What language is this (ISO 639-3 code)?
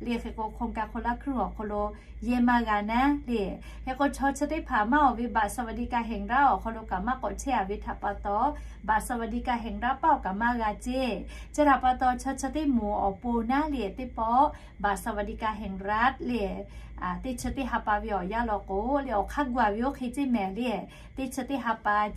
lhu